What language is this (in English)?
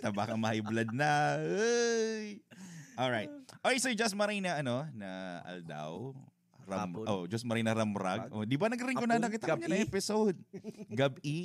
Bikol